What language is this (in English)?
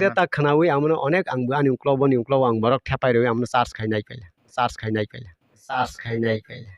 Kok Borok